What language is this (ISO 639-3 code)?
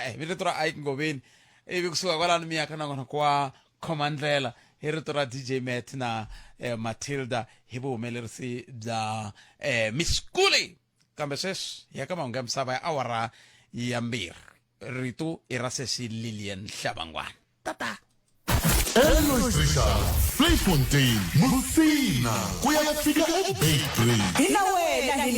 tso